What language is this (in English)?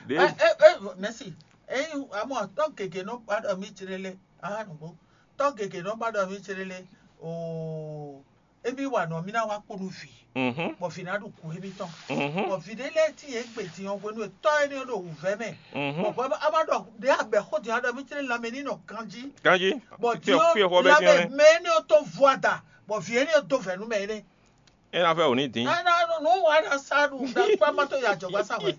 Fon